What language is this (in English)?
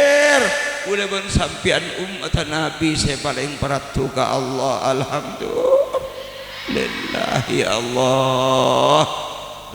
Madurese